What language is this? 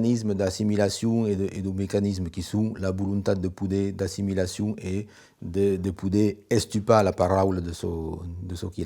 Occitan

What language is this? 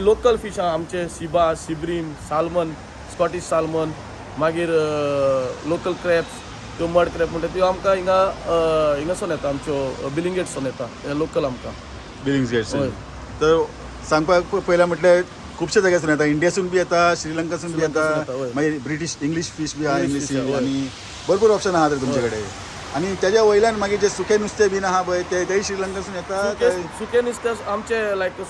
Konkani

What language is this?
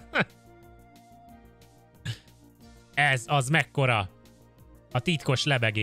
Hungarian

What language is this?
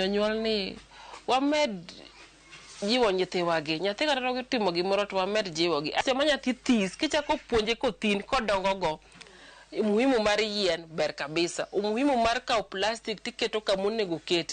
Luo (Kenya and Tanzania)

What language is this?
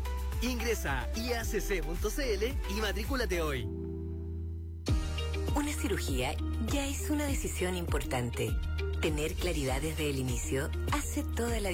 Spanish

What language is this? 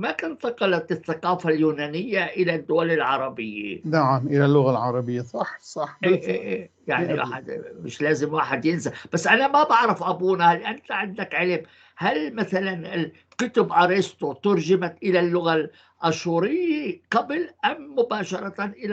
North Levantine Arabic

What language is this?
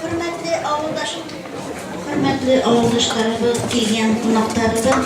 Bashkir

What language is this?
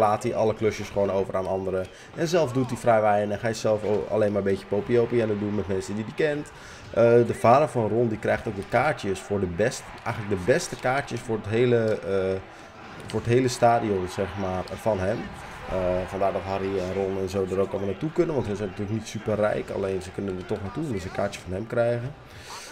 Dutch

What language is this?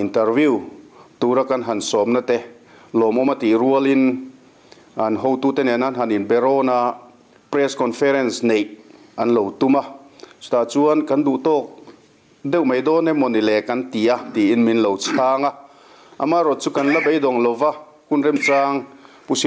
Mizo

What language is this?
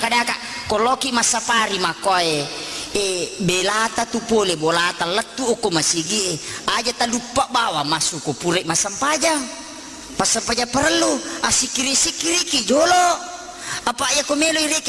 Buginese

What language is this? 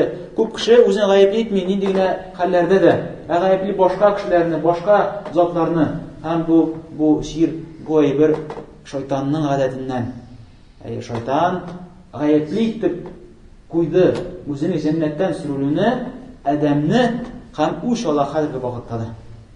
Tatar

